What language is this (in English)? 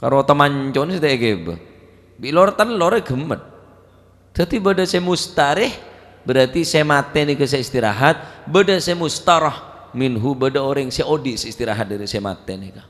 Madurese